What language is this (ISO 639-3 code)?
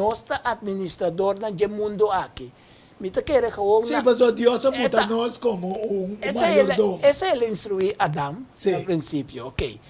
pap